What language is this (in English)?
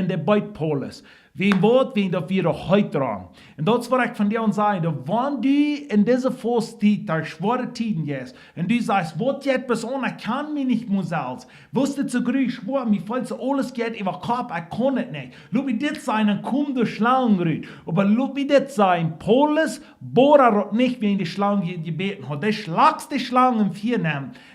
Plautdietsch